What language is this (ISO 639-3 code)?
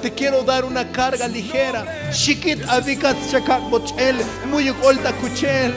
tzo